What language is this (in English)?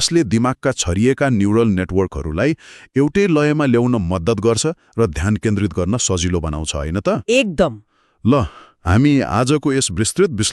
Nepali